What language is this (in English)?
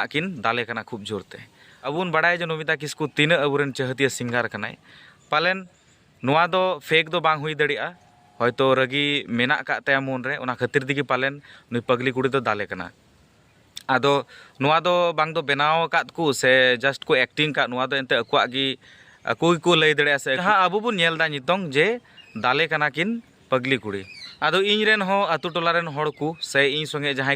Santali